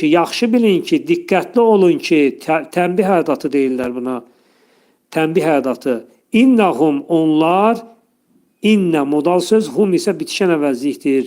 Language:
Azerbaijani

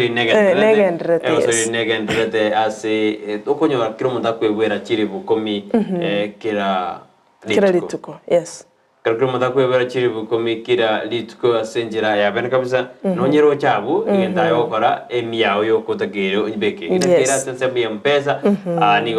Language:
Gusii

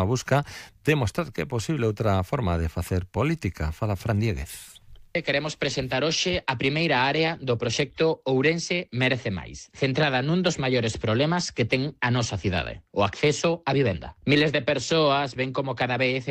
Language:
Galician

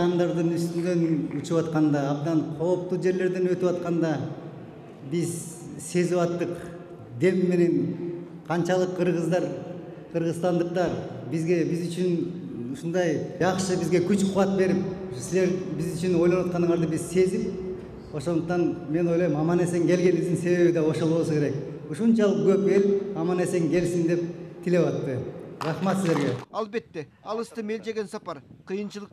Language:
Kyrgyz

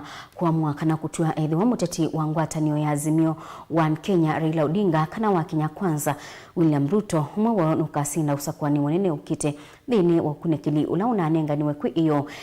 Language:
Kamba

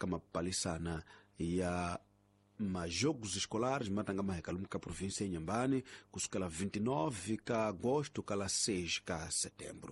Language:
Tsonga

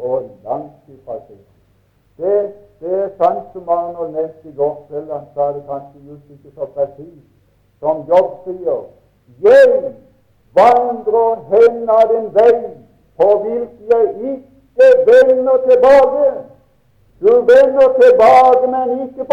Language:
Norwegian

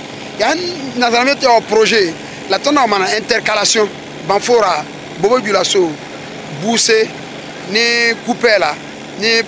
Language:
Mossi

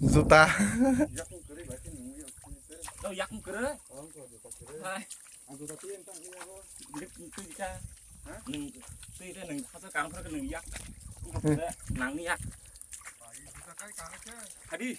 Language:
Kok Borok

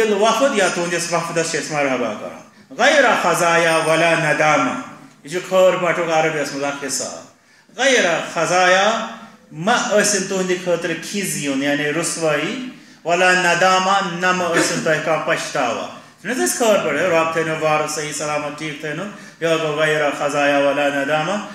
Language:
Kashmiri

